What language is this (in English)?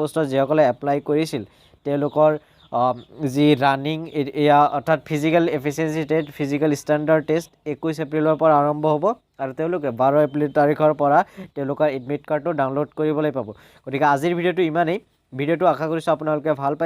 Assamese